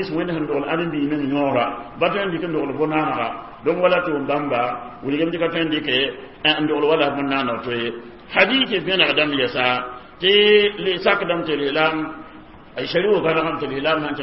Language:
Mossi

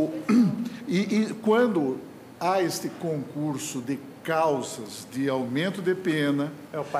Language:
Portuguese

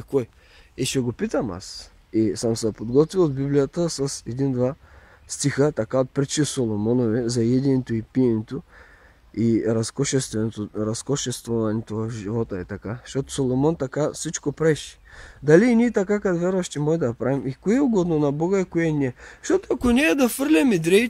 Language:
Bulgarian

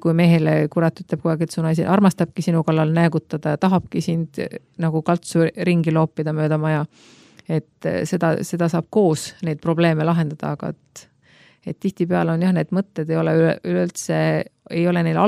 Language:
Estonian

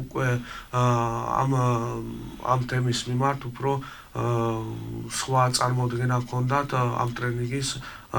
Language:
Georgian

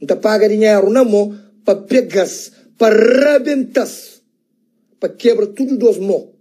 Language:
Kabuverdianu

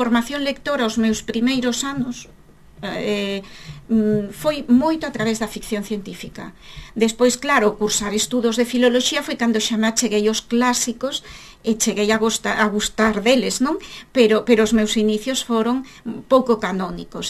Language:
Galician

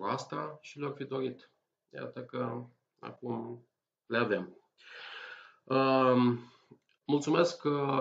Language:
Romanian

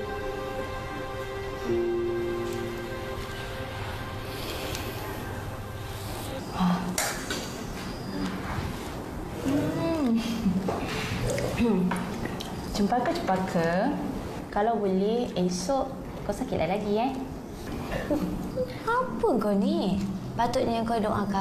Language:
Malay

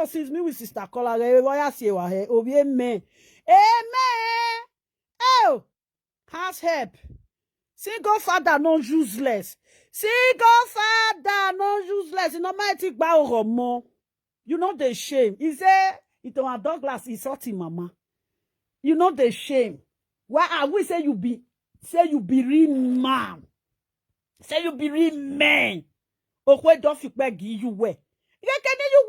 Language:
Nigerian Pidgin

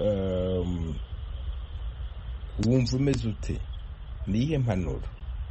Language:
Kinyarwanda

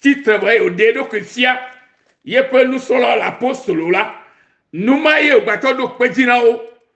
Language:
Ewe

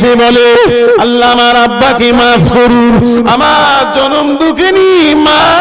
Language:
Bangla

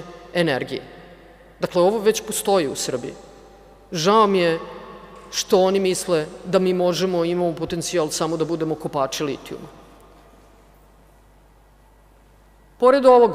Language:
Serbian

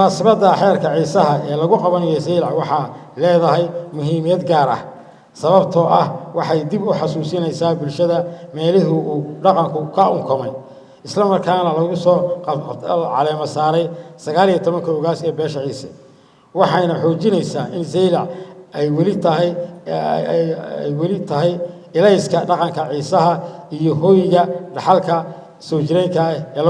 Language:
Somali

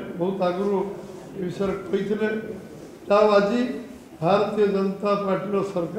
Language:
Odia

